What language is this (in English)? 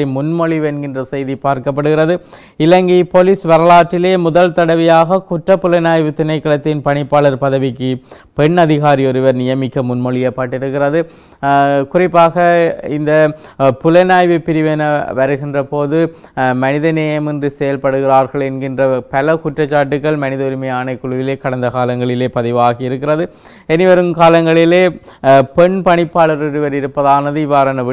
Tamil